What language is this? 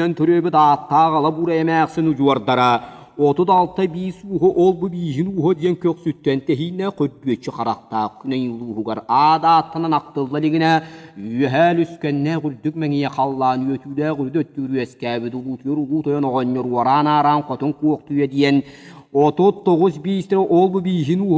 Yakut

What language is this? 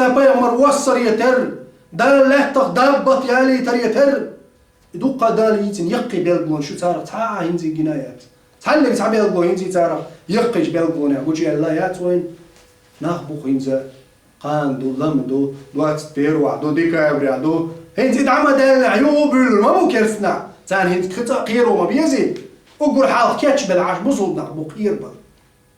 Chechen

